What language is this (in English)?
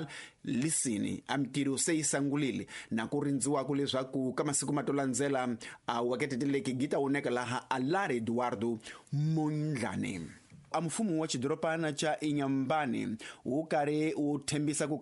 Tsonga